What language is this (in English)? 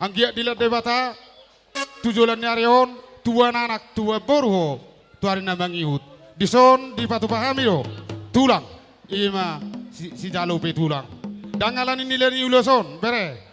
Batak Toba